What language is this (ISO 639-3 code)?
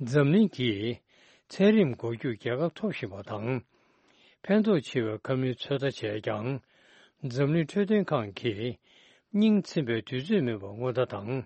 bod